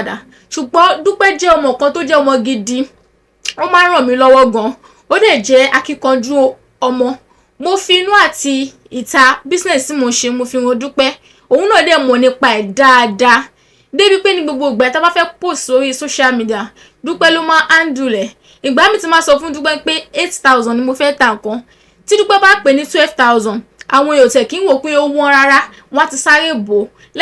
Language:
Yoruba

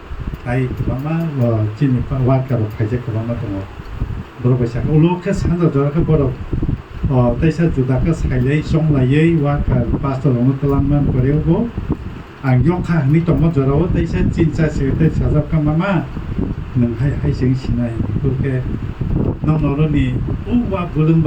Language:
Kok Borok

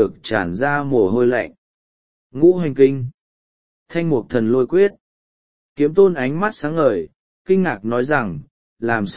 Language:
Vietnamese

